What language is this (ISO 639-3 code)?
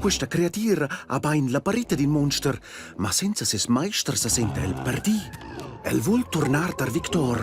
roh